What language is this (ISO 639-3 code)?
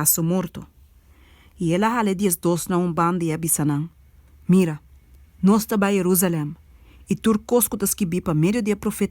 pap